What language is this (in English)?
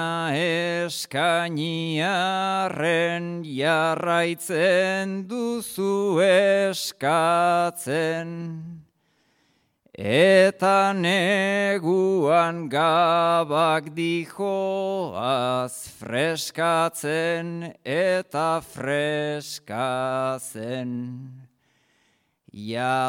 Basque